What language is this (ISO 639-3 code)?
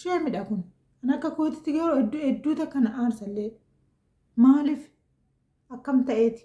orm